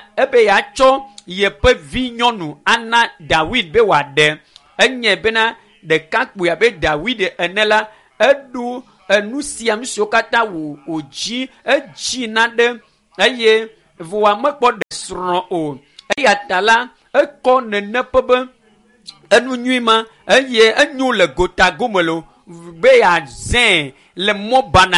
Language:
Ewe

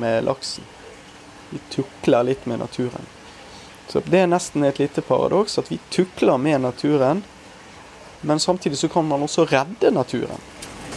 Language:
Norwegian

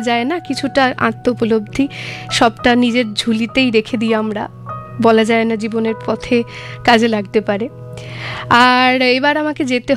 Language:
Bangla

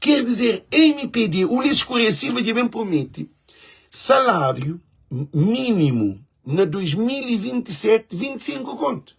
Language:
Kabuverdianu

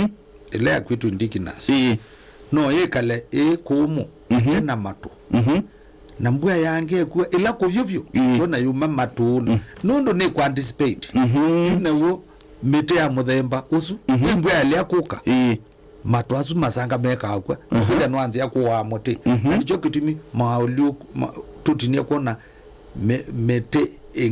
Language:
Kamba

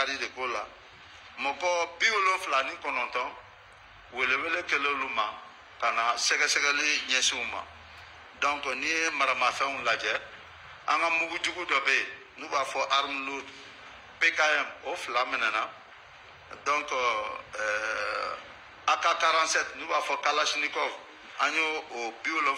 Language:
Bambara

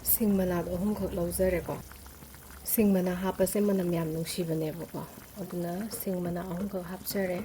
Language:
Manipuri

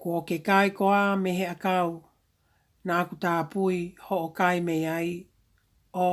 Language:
Tongan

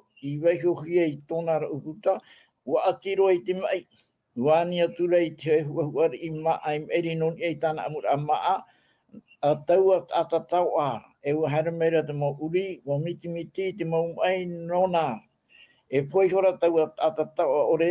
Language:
Tahitian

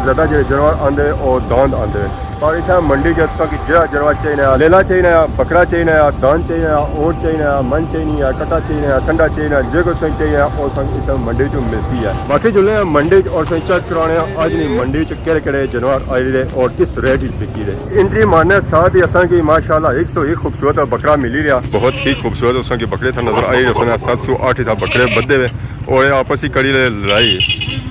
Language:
Pahari-Potwari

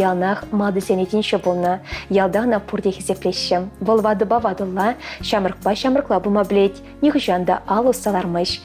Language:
Chuvash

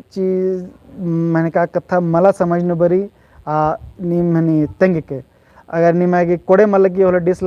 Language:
Kurukh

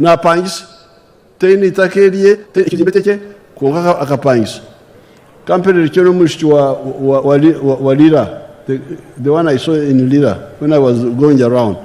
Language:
Nyankole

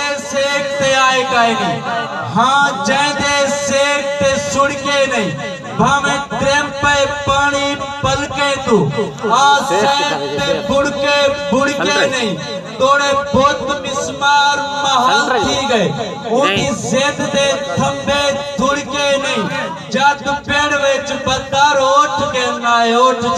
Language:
Saraiki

